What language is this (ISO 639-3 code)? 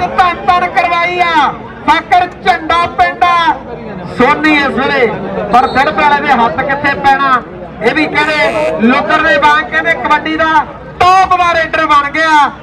pan